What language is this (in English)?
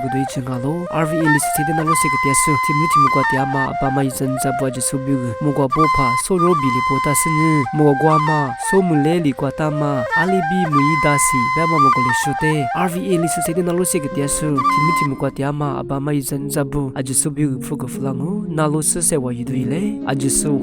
Lisu